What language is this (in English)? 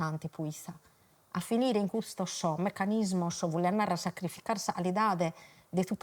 Sardinian